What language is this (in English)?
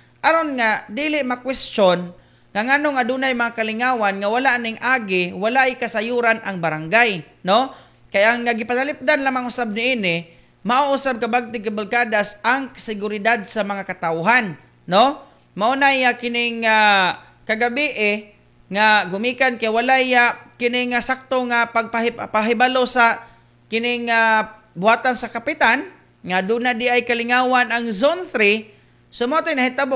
Cebuano